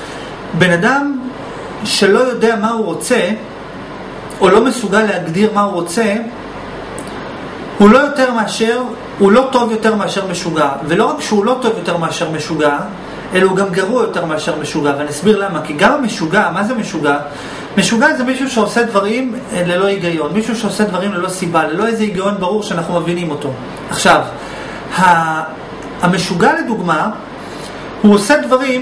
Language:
Hebrew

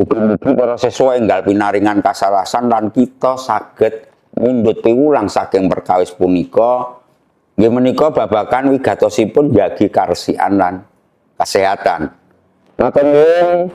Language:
Javanese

